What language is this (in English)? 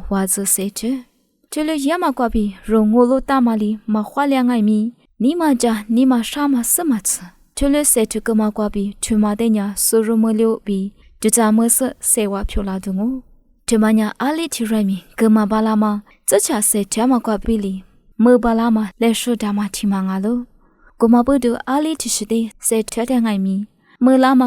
Lisu